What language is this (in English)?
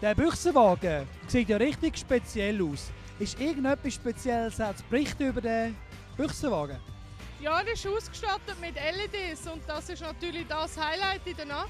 Swiss German